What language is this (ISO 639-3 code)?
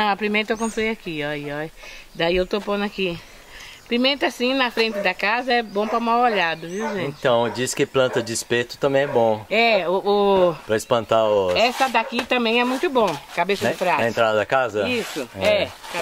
por